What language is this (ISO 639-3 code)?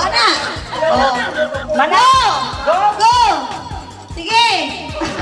ceb